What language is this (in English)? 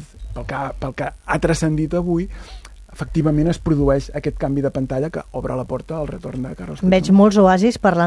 Catalan